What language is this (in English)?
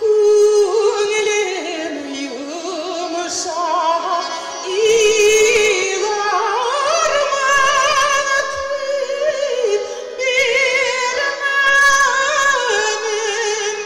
Bashkir